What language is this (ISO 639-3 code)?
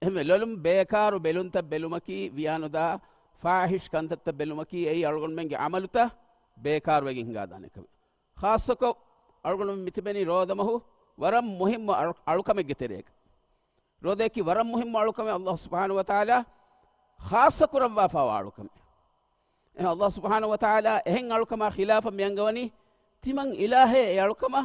div